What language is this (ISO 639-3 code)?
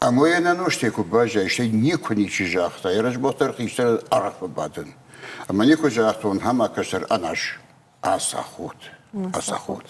oss